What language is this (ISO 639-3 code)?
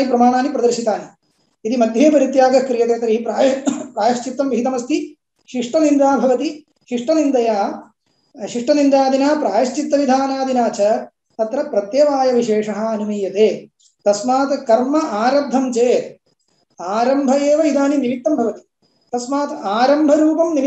san